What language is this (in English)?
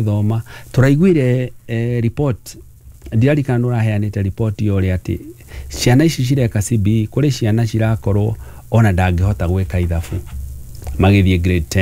Kikuyu